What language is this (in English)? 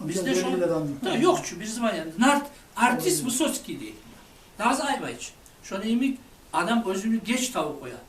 Kumyk